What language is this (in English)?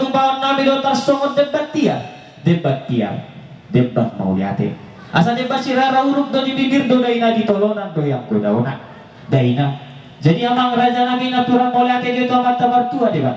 Batak Toba